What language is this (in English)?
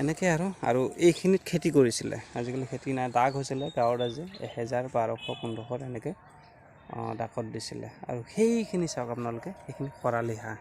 Assamese